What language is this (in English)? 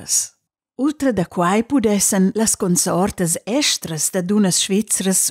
Romansh